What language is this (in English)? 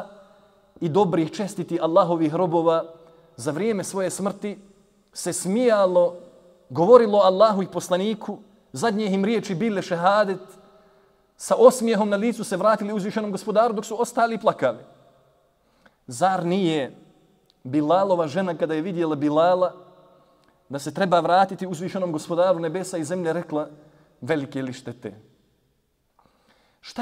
Bosnian